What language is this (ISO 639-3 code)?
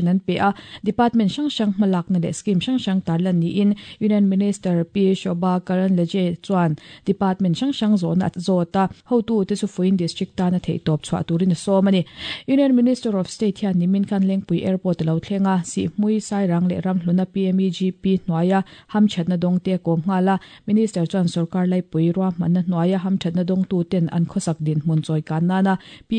lus